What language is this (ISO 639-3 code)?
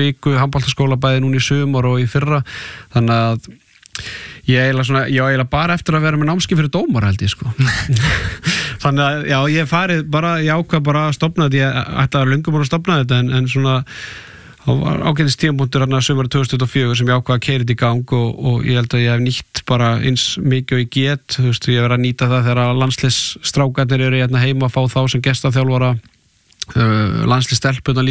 isl